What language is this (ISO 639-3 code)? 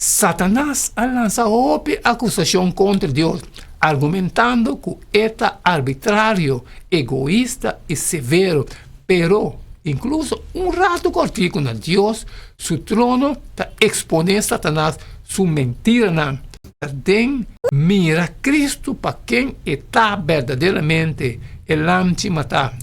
pap